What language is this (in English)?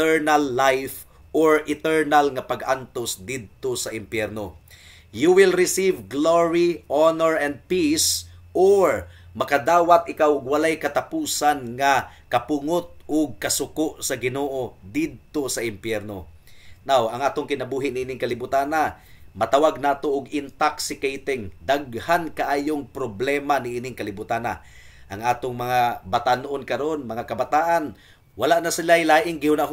Cebuano